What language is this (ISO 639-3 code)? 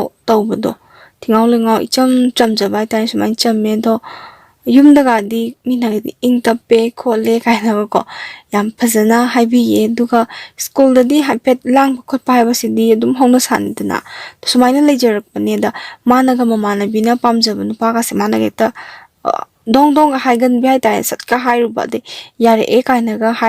mni